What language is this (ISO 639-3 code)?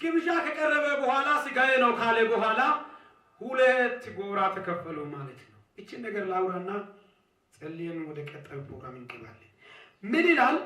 amh